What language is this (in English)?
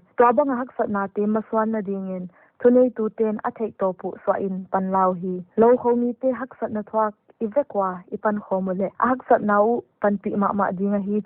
Paite Chin